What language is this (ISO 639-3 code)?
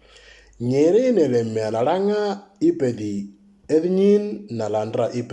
mor